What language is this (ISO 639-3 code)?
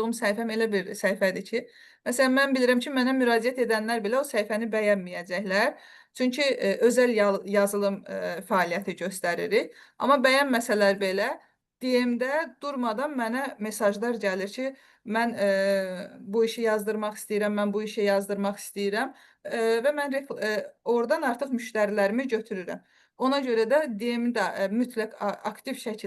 aze